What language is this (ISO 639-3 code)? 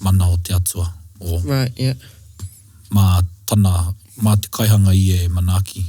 mri